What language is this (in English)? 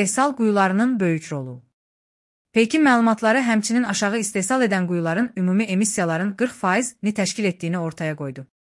Azerbaijani